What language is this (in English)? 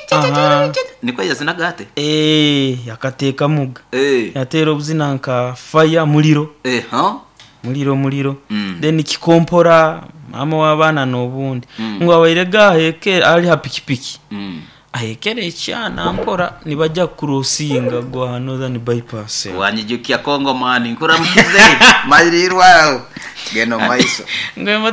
Nyoro